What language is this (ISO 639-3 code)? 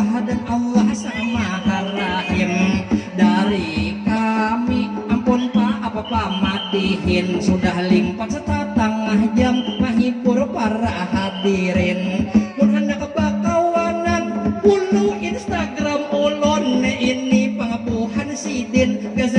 bjn